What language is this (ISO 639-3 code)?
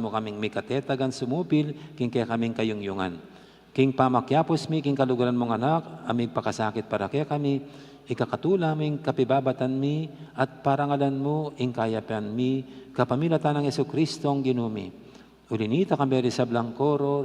pam